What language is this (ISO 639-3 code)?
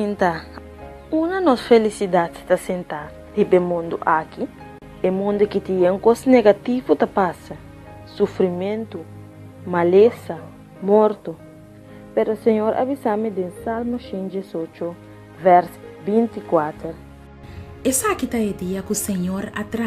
pap